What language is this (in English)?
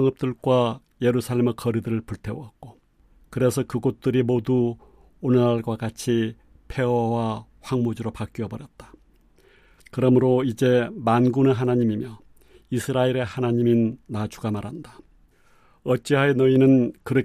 Korean